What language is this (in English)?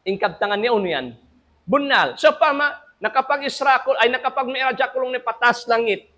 Tausug